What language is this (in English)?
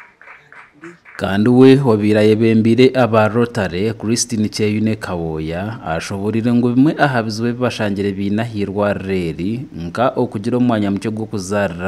Nyankole